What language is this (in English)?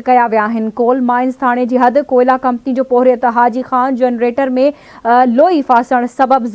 Sindhi